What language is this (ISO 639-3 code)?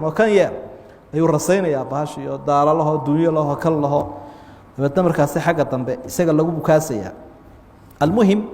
som